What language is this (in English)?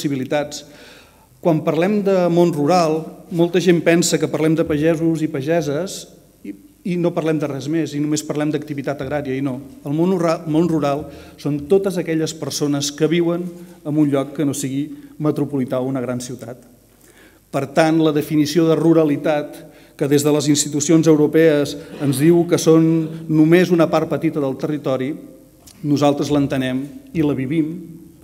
Catalan